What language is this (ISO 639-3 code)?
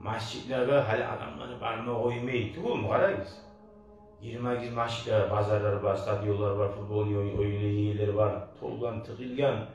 kum